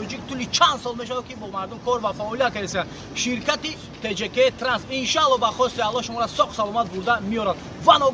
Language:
Tajik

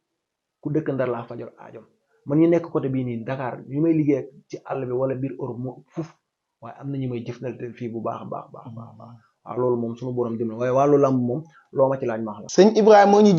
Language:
Wolof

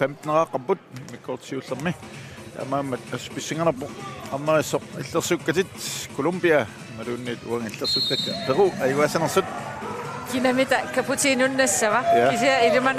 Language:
Kalaallisut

